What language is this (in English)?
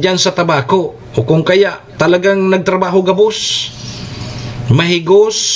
Bikol